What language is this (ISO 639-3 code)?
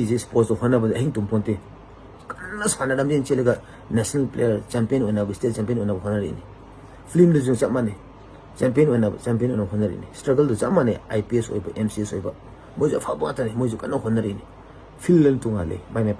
mni